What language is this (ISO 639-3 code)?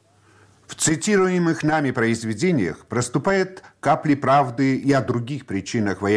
rus